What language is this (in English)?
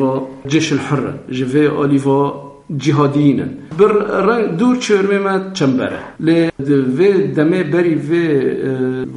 Kurdish